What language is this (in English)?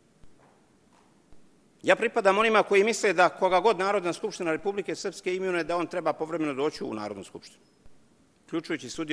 Serbian